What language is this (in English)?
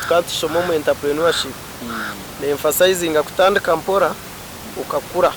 Nyankole